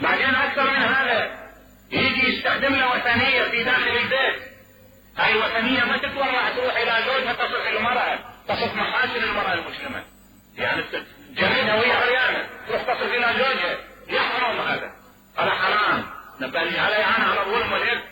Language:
Mesopotamian Arabic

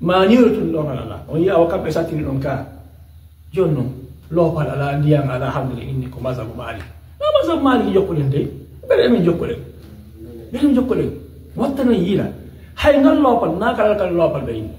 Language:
Fula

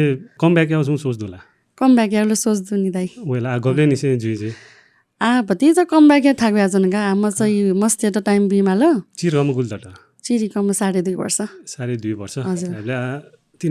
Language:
Newari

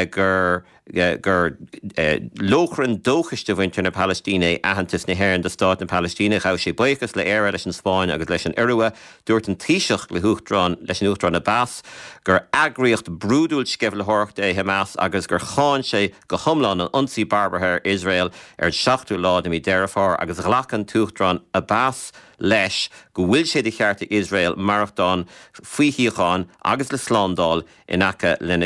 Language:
Irish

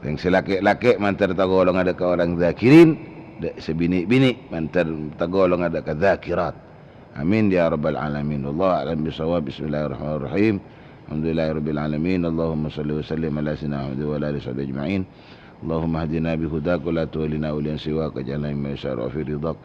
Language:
Madurese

